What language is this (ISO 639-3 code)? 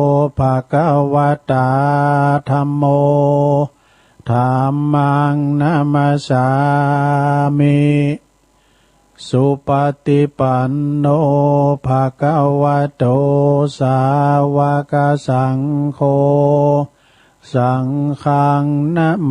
pli